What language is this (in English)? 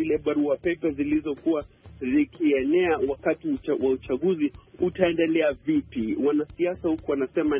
Swahili